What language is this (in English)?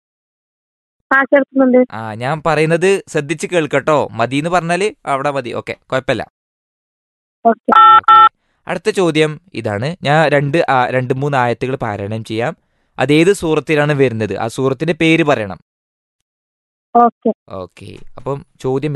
Malayalam